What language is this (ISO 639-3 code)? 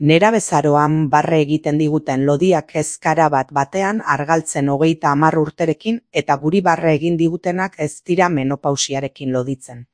eus